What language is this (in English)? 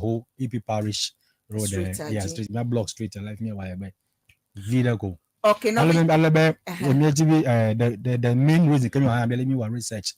Ewe